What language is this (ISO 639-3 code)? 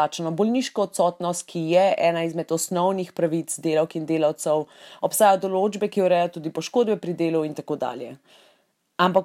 slv